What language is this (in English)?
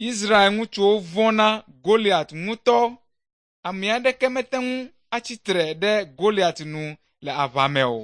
Ewe